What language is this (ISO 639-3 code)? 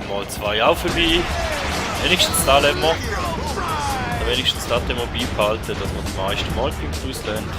gsw